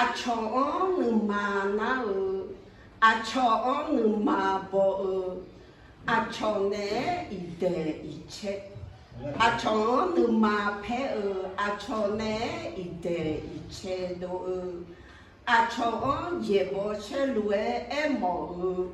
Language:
Akha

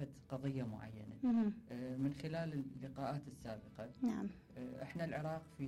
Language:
Mesopotamian Arabic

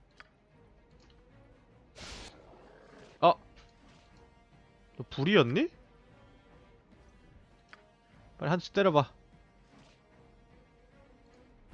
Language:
Korean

